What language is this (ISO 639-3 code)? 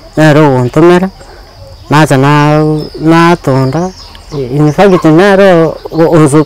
guz